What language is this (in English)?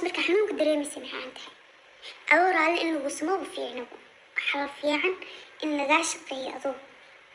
Somali